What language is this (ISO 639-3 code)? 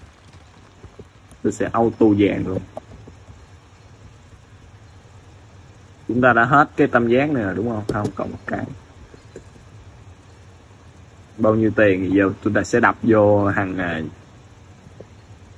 vie